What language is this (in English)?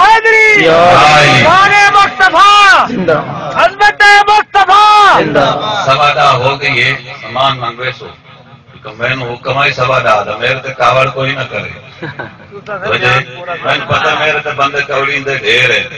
Saraiki